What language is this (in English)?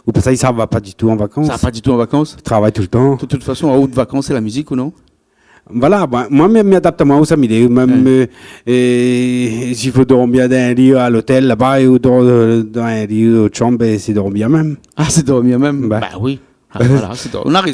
Réunion Creole French